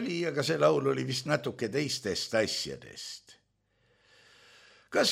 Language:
Estonian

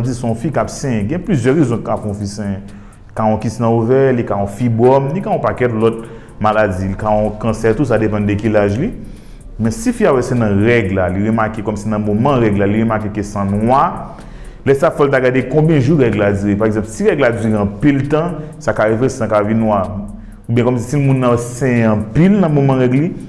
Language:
Haitian Creole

